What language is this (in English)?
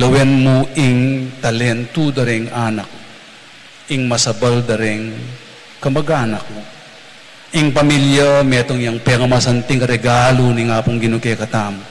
Pampanga